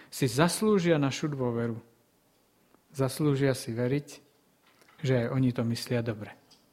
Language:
Slovak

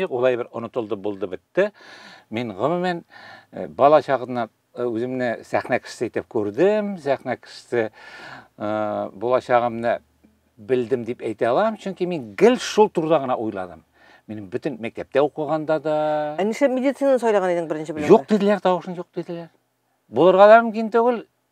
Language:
Tatar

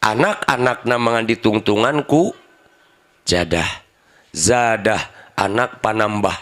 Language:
Sundanese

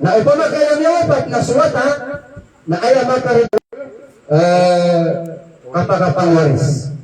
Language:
Maranao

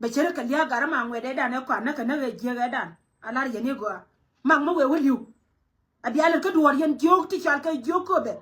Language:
Nuer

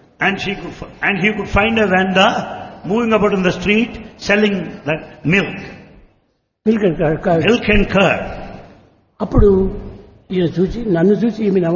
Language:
Telugu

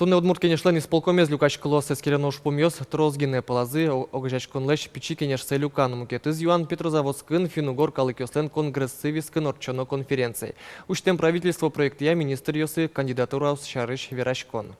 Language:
Udmurt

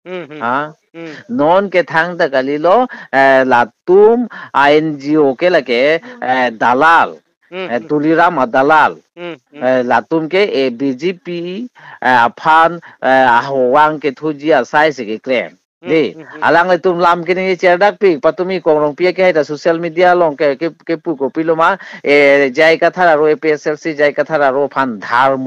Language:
Karbi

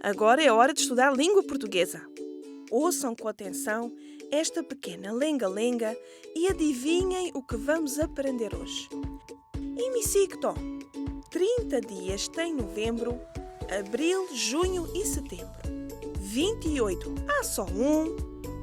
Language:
Tetum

